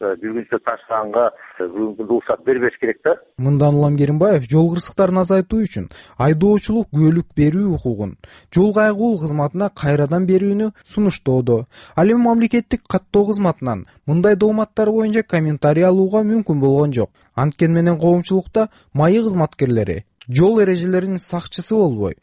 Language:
Kyrgyz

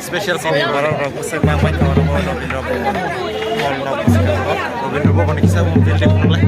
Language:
Kok Borok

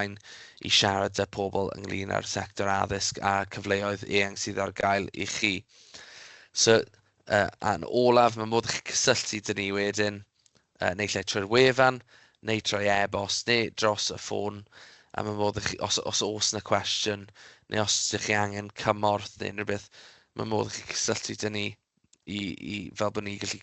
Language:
Welsh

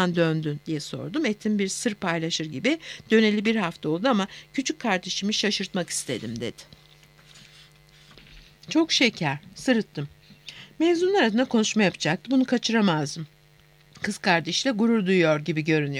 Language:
Turkish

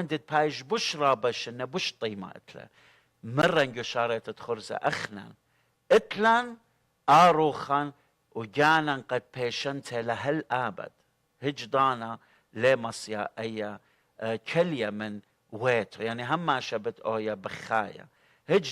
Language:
Assyrian Neo-Aramaic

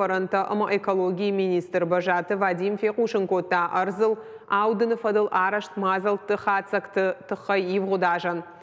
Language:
Ossetic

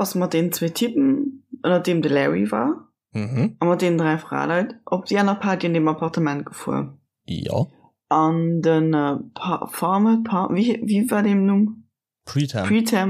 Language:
Luxembourgish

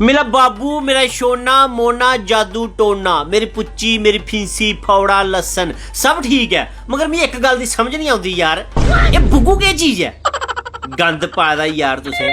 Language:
Dogri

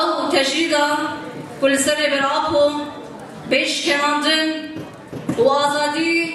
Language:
Kurdish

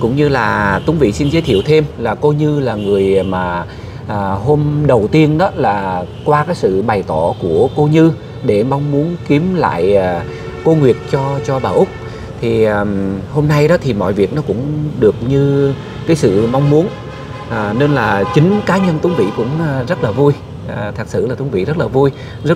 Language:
Vietnamese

